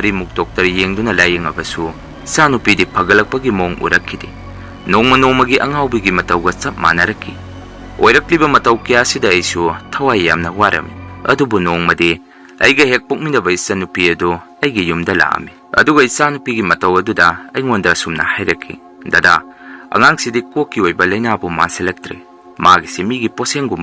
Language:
Manipuri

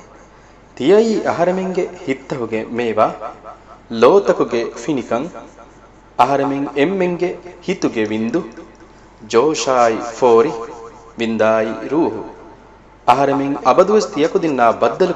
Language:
Divehi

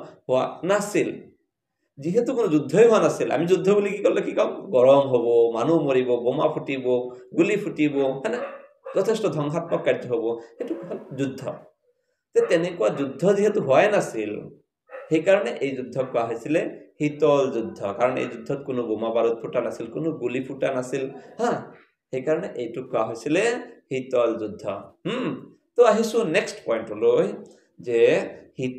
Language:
Assamese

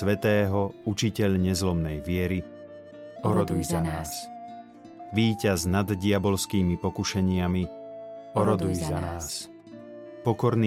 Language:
Slovak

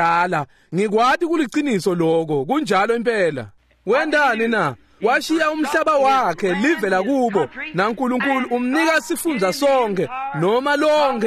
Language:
Swati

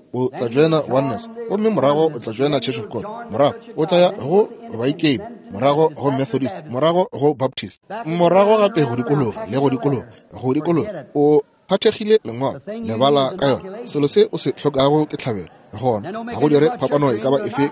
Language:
Northern Sotho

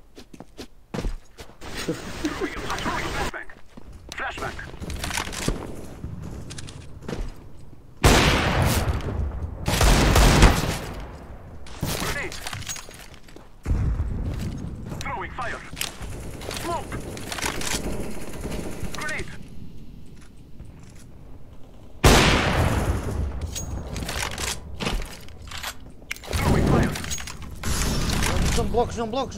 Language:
Portuguese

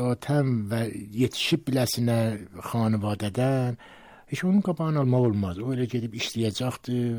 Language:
Azerbaijani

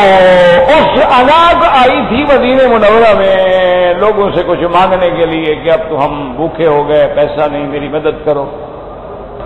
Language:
Urdu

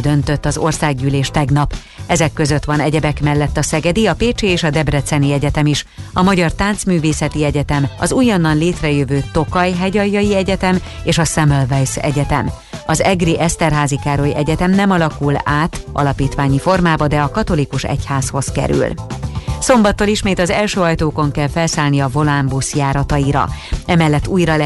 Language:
Hungarian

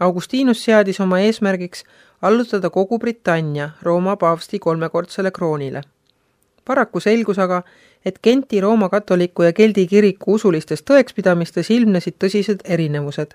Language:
Estonian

